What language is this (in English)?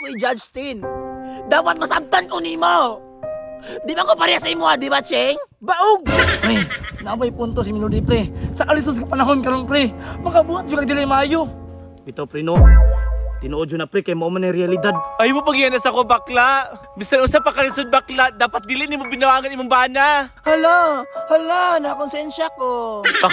Cebuano